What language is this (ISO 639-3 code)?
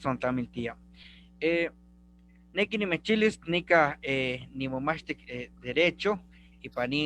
nhe